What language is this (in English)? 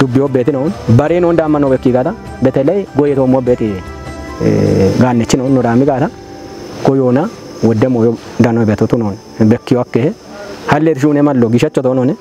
Kafa